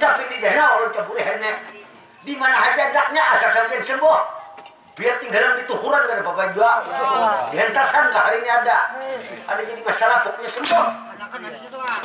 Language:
Banjar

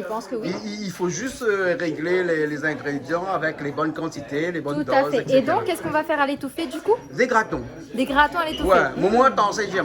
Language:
Réunion Creole French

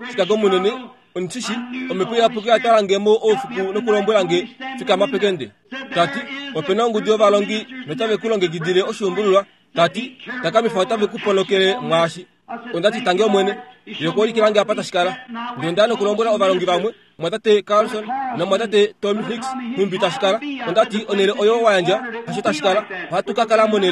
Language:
Kuanyama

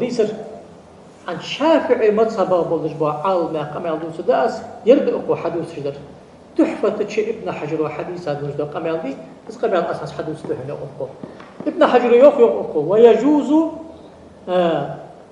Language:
Ingush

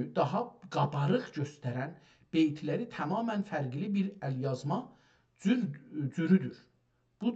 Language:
South Azerbaijani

